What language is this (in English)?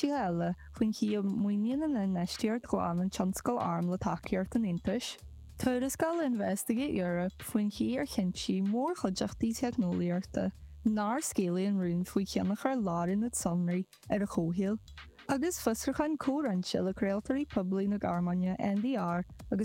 Irish